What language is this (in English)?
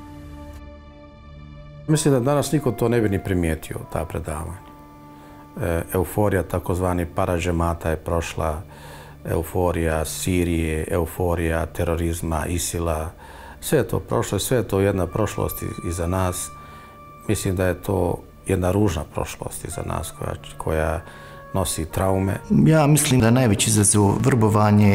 Bosnian